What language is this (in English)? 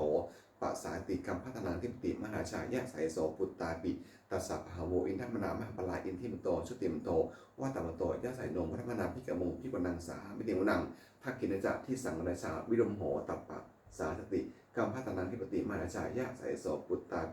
Pali